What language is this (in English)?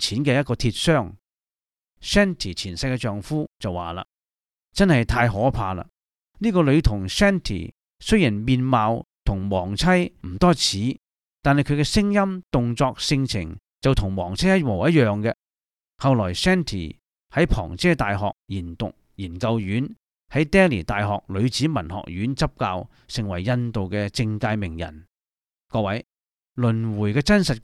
Cantonese